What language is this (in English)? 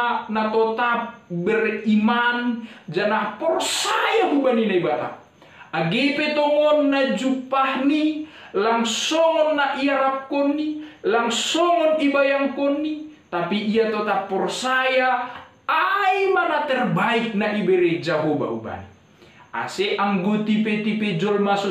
Batak Simalungun